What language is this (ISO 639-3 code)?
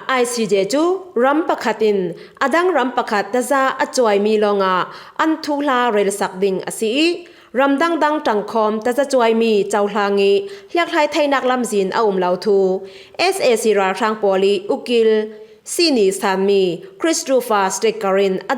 cfm